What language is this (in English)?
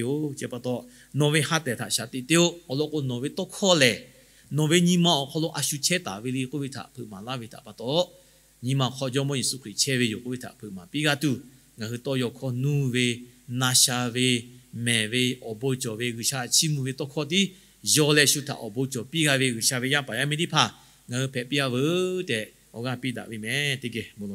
Lahu